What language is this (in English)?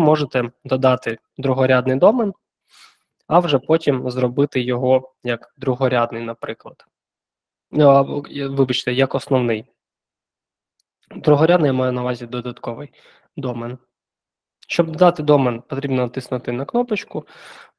Ukrainian